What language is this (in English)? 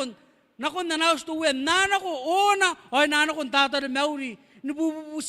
Gilbertese